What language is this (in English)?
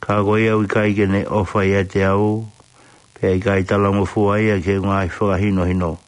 Tongan